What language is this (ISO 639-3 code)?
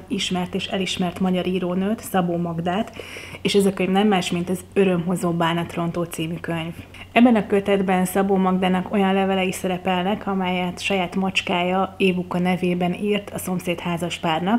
hun